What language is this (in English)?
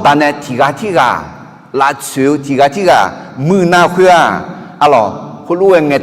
Akha